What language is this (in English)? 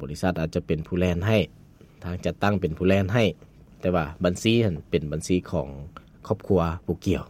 Lao